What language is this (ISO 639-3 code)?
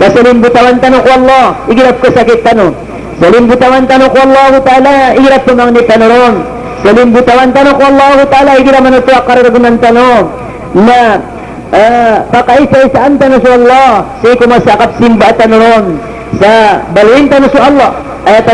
mrw